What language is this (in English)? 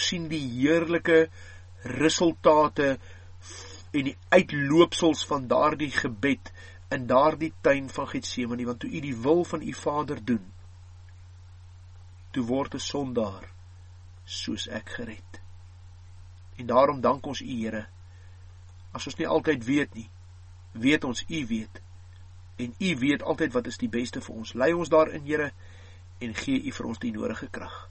Afrikaans